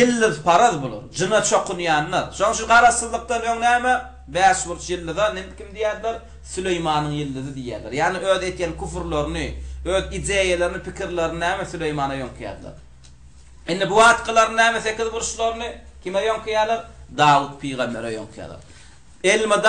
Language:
Turkmen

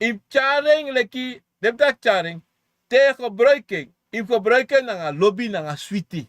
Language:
Sranan Tongo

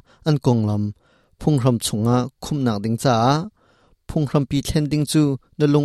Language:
Hakha Chin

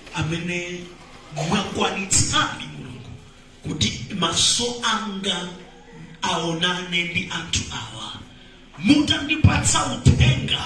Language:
Nyanja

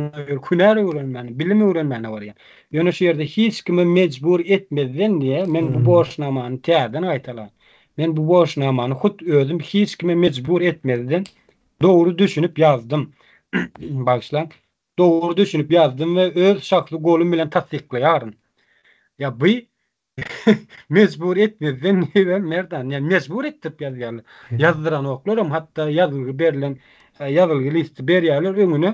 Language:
Turkmen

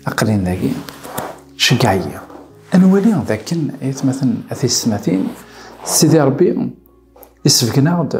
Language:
Kabyle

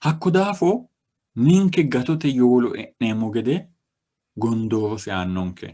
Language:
Sidamo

